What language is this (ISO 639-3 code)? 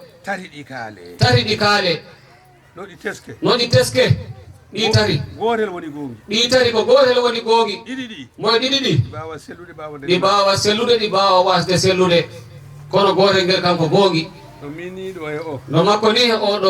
ful